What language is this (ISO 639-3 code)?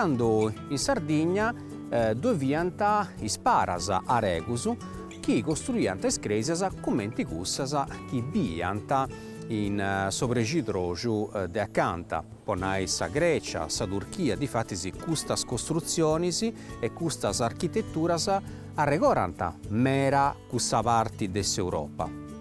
srd